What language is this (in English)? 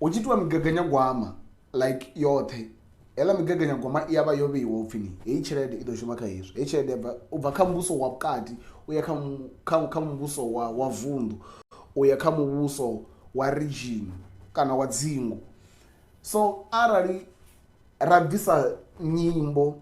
Venda